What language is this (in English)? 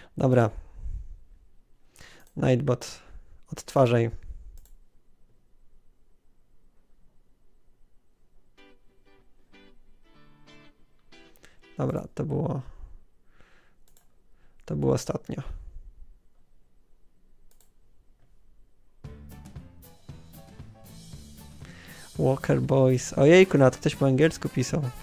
Polish